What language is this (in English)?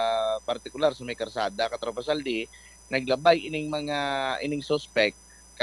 Hiligaynon